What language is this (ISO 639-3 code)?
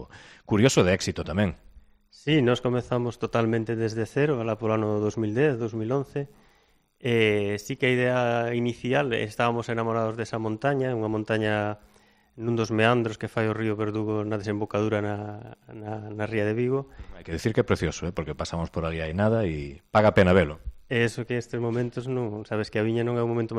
glg